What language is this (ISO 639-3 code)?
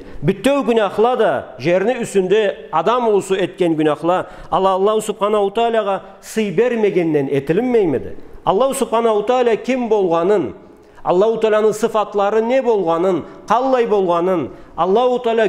krc